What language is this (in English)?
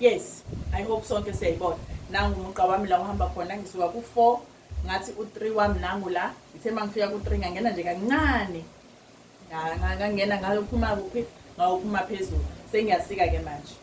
Zulu